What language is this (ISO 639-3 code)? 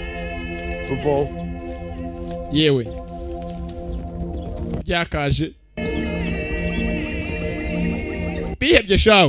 kin